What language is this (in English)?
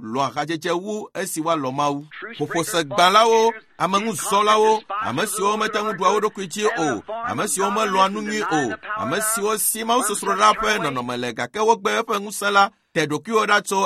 Ewe